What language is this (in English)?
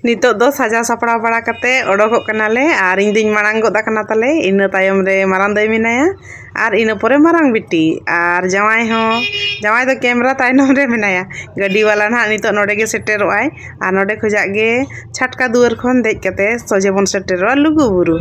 Santali